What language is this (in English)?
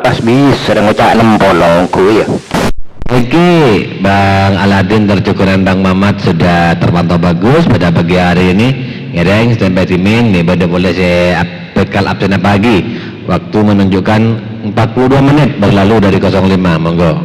Madurese